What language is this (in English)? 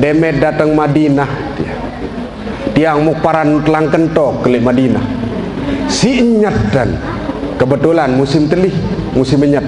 Sasak